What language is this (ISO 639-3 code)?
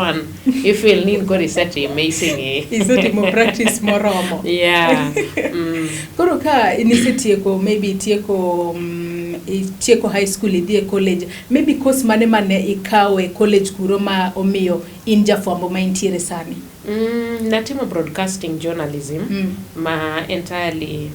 luo